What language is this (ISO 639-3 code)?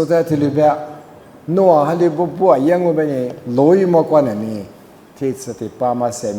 lis